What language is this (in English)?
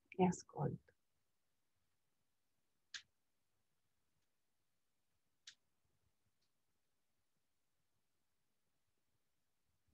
Italian